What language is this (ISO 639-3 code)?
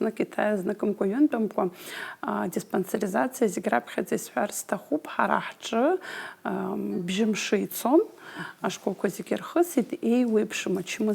abk